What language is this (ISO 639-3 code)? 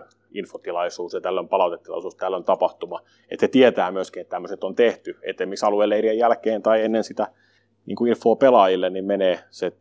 fin